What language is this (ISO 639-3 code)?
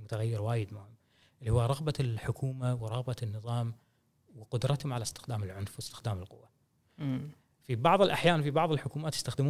afb